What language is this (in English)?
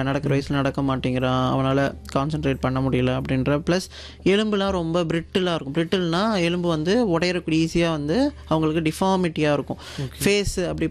Tamil